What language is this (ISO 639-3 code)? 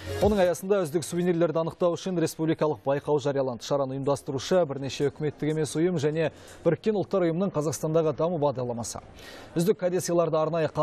kaz